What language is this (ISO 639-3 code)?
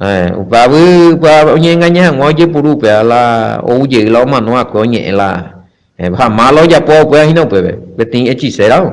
grn